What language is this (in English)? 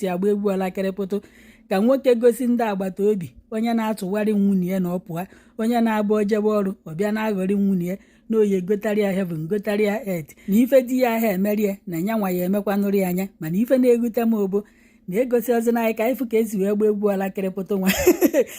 Igbo